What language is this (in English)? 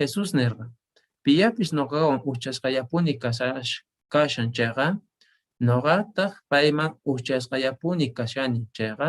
Quechua